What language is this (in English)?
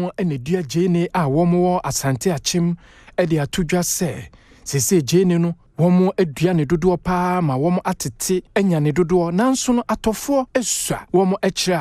Akan